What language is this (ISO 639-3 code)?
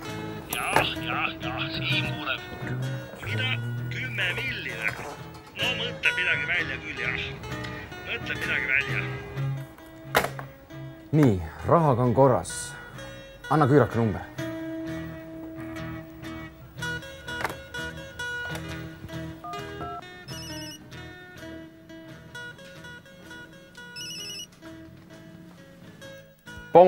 est